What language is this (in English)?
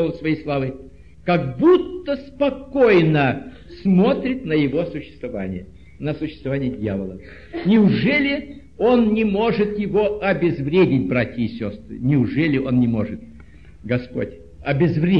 Russian